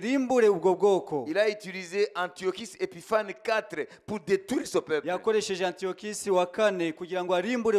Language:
Kinyarwanda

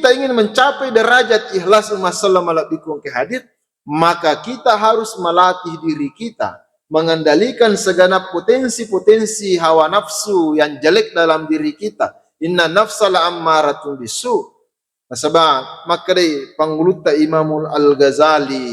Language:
Buginese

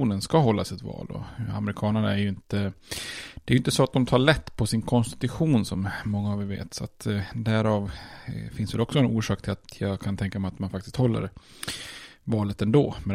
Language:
Swedish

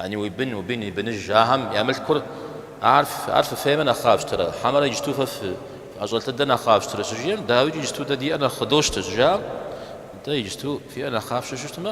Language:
Kabardian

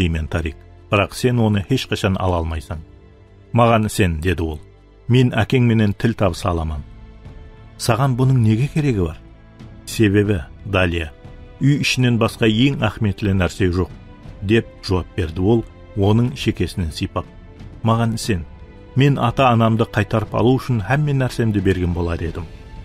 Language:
Kara-Kalpak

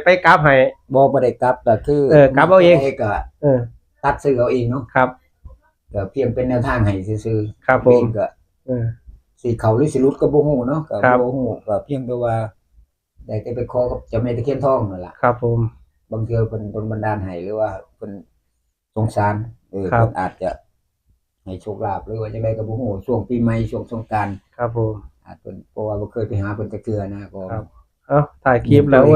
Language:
Northeastern Thai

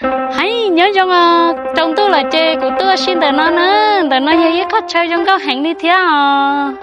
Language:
Hmong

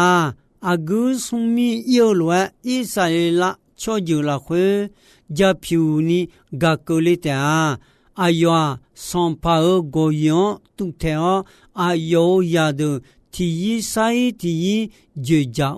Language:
Akha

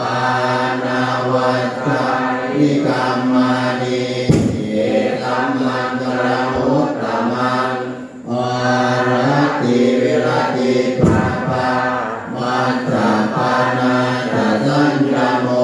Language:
Pali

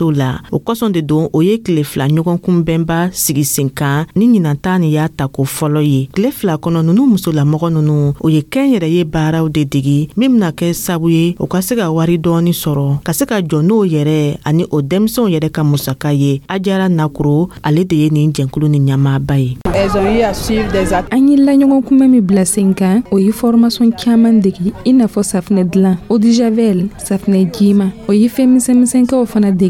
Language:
Dyula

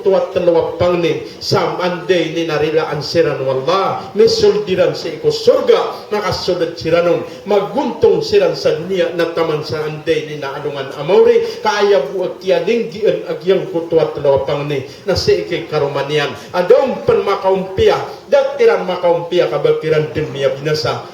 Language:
Maranao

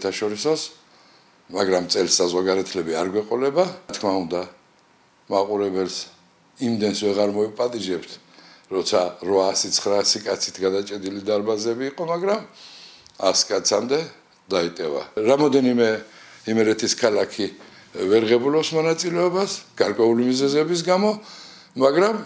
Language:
Georgian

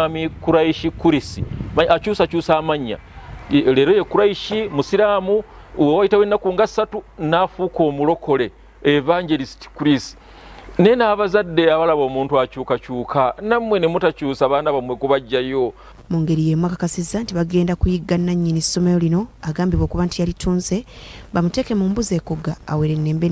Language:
Ganda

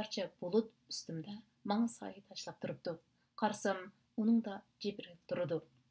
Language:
Uyghur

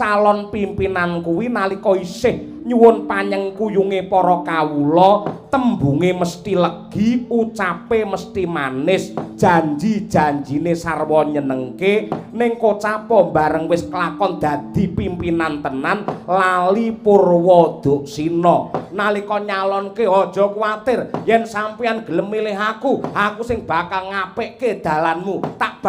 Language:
Javanese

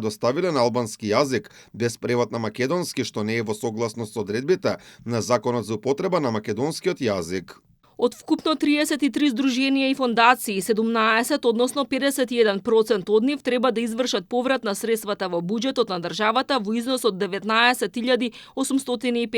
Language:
Macedonian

